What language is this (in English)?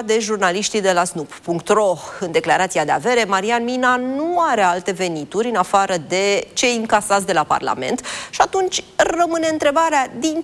Romanian